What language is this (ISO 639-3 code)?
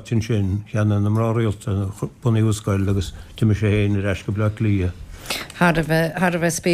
gle